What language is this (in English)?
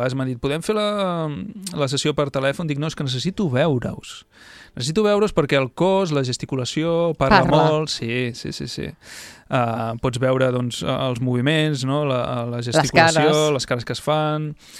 Catalan